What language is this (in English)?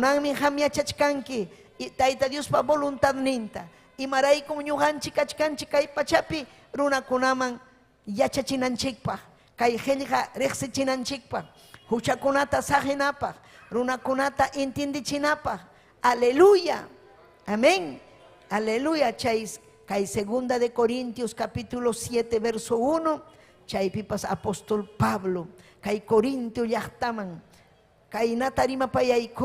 Ayacucho Quechua